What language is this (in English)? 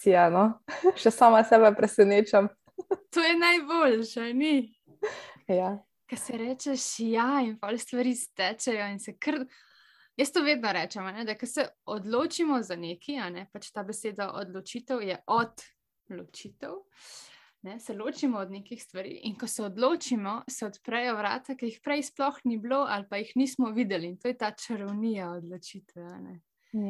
Slovenian